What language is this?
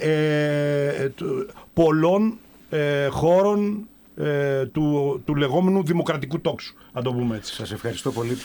Greek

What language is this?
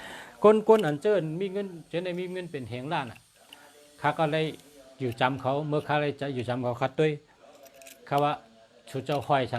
Shan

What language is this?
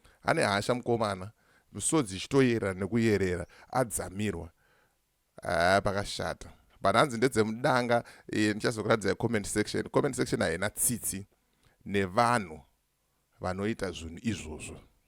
Shona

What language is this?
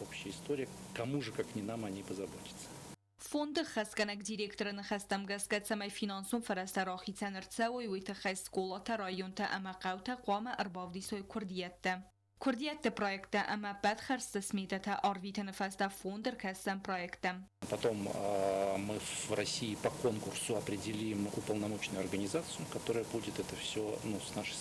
Ossetic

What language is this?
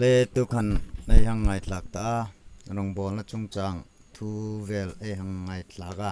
Hmar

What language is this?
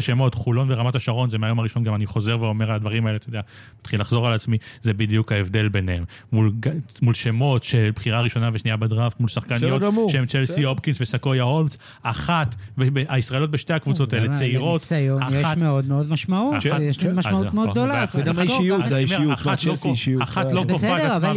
Hebrew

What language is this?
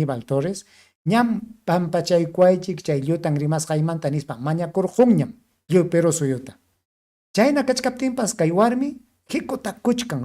Ayacucho Quechua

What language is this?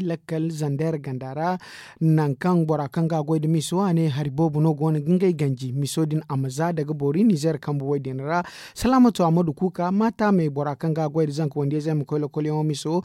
Zarma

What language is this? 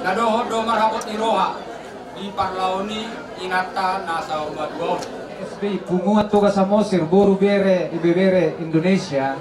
Batak Toba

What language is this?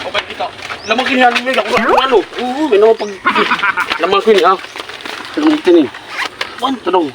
Waray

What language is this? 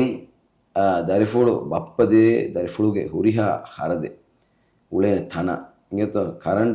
Divehi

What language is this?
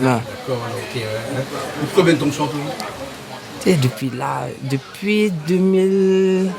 Réunion Creole French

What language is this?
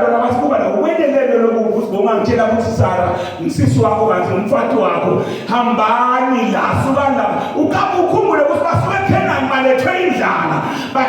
Zulu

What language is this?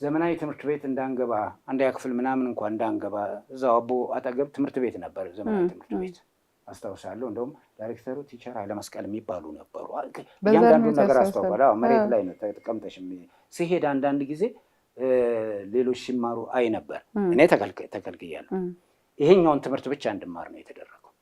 Amharic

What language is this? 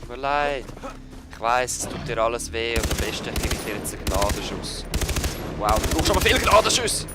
Swiss German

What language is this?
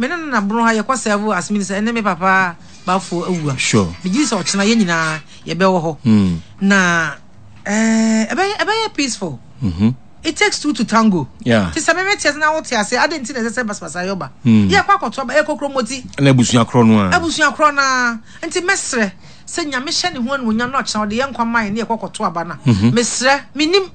Akan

